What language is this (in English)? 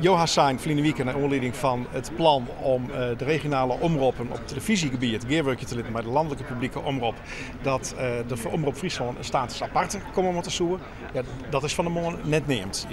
Western Frisian